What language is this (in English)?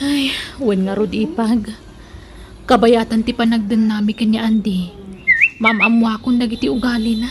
Iloko